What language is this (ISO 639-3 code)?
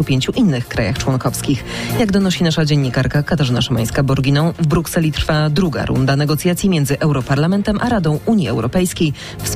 pol